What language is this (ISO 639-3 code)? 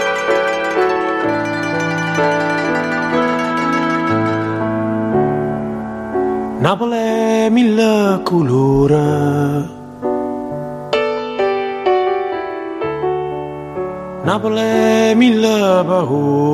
ita